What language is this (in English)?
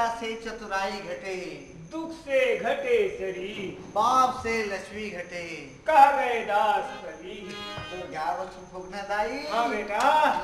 Chhattisgarhi